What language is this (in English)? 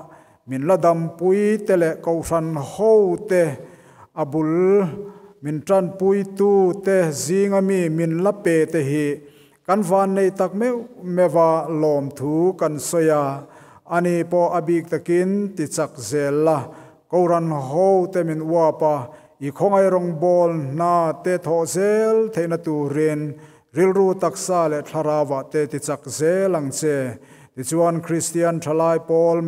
Mizo